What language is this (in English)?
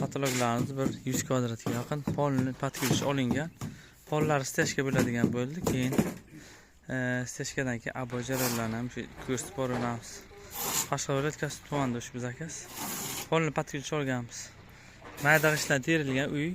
Uzbek